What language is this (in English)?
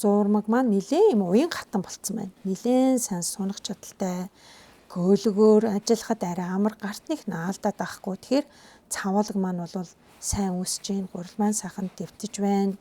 Mongolian